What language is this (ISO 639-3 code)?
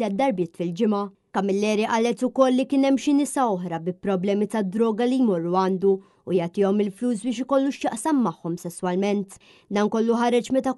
mlt